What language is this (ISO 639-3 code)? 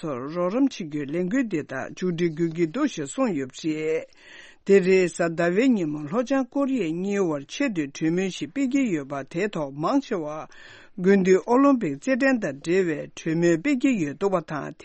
bod